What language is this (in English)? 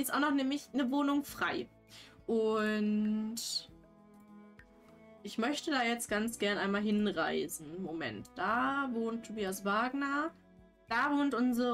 German